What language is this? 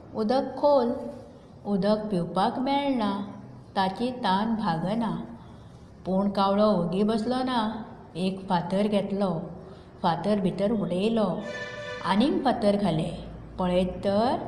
Konkani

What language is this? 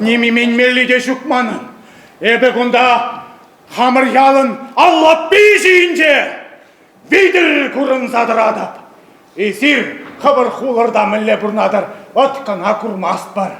Chuvash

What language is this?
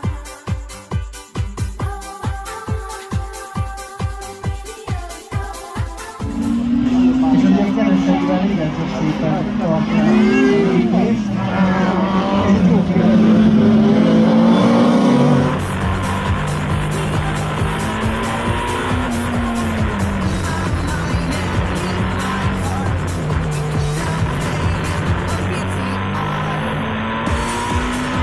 Hungarian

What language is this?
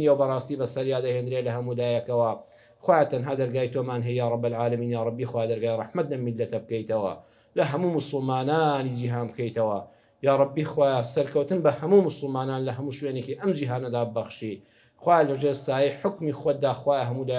Central Kurdish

